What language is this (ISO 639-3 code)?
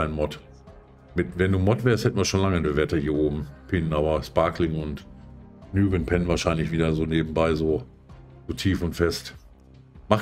deu